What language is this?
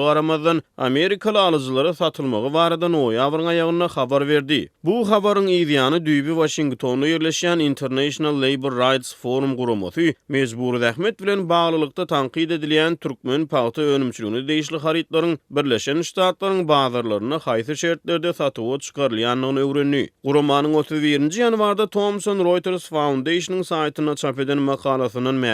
Turkmen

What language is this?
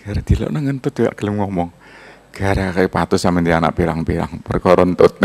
Javanese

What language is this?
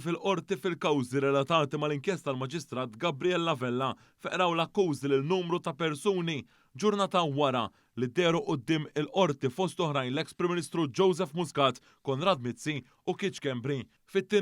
Maltese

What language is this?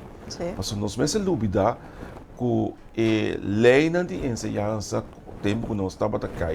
Papiamento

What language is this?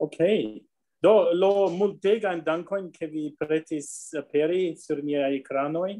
Esperanto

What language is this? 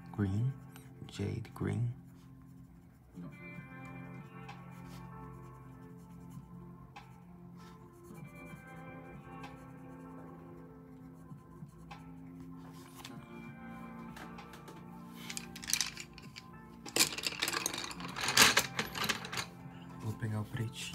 Portuguese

